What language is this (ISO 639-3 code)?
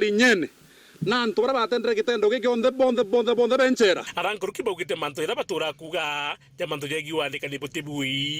mer